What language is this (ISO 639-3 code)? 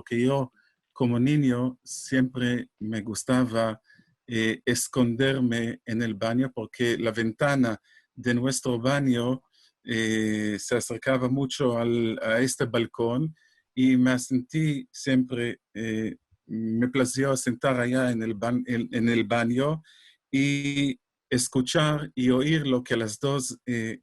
lad